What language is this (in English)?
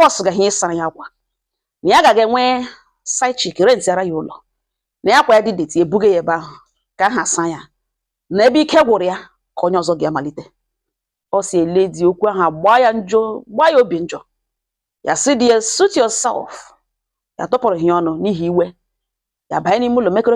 Igbo